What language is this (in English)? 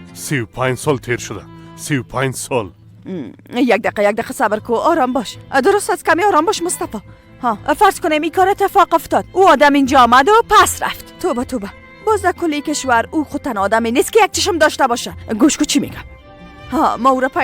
Persian